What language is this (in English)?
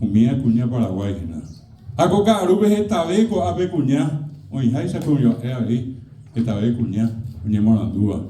Guarani